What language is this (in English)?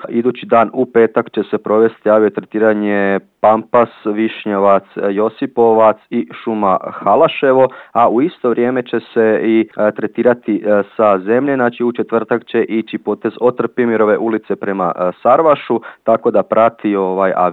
Croatian